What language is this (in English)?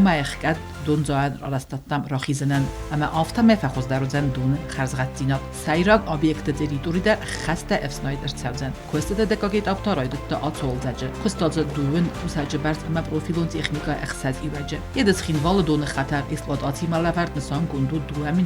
Ossetic